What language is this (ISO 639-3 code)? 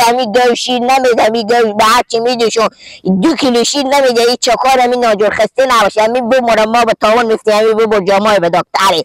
fas